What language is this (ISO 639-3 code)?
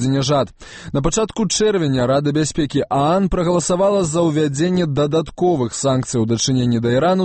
bel